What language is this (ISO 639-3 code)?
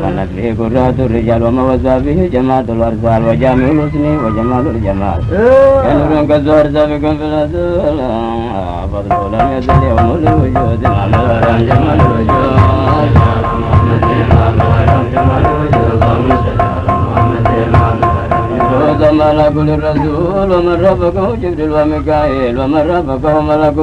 ara